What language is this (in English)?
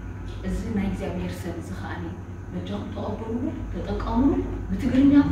Tigrinya